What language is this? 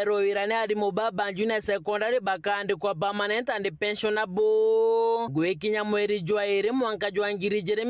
Meru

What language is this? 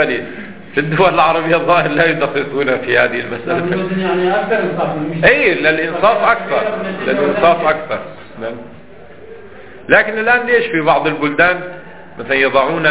Arabic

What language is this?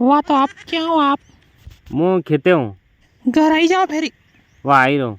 Rajasthani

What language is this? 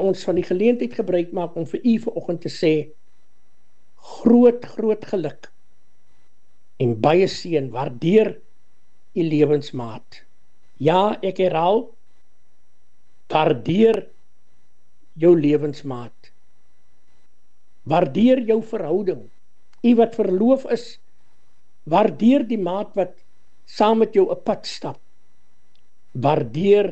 Afrikaans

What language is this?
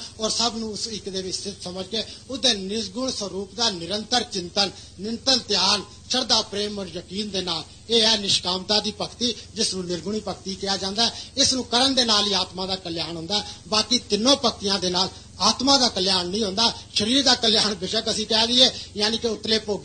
Punjabi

